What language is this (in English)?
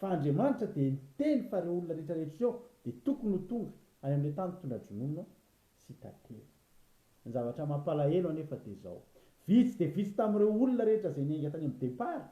Malagasy